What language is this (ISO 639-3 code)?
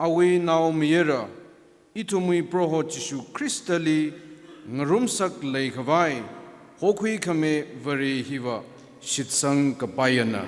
nmf